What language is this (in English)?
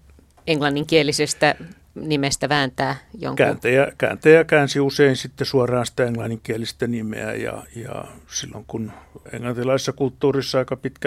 Finnish